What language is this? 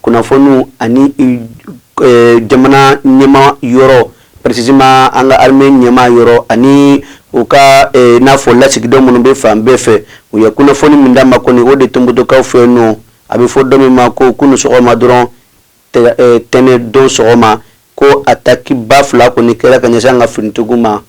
Bambara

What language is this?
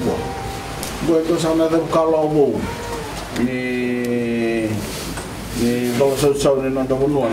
Fijian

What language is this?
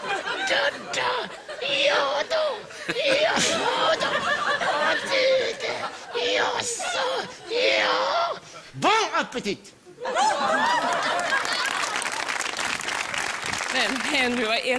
Swedish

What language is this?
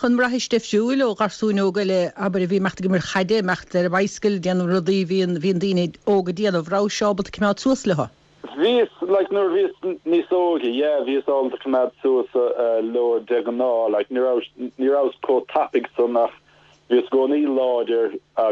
Irish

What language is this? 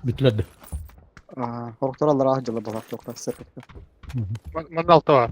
Yakut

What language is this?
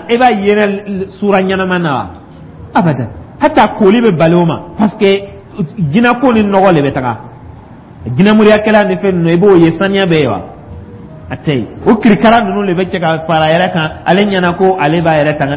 Dyula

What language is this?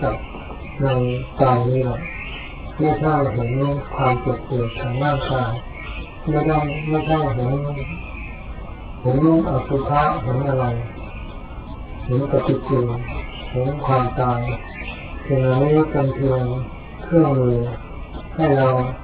Thai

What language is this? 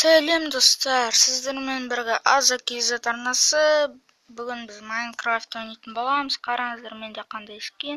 Kazakh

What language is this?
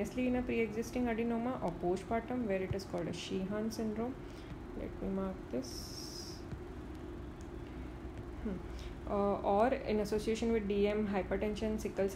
English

